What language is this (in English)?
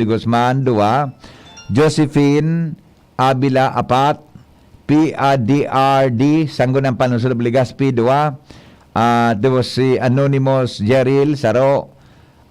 Bikol